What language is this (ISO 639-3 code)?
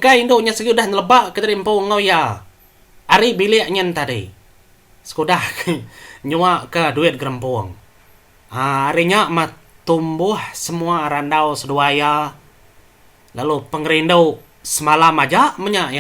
iba